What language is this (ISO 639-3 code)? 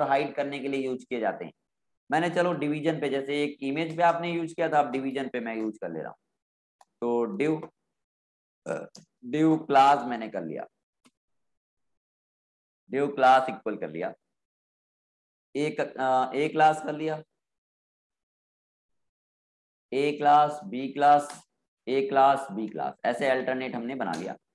hin